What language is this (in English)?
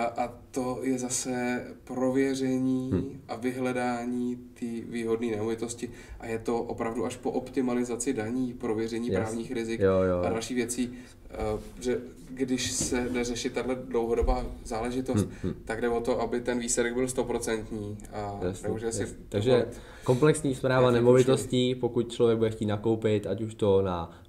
Czech